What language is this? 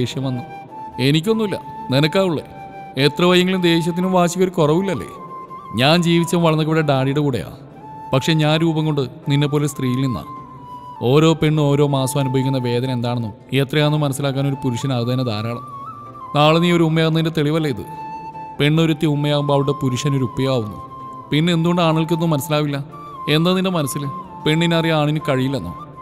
Malayalam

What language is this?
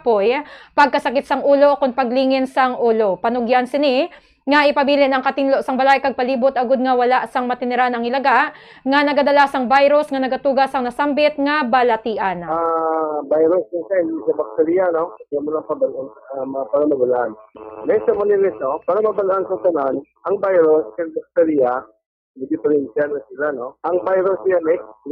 Hiligaynon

